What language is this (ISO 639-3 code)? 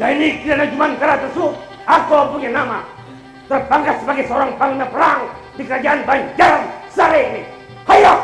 bjn